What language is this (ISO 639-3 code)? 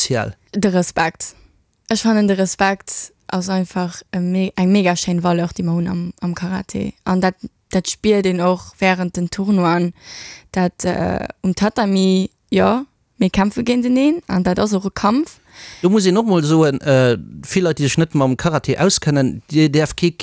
ltz